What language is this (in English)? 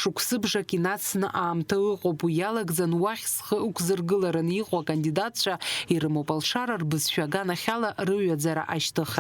Abkhazian